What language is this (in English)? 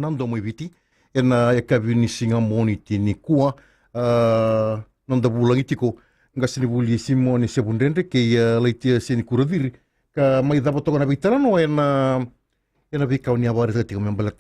Fijian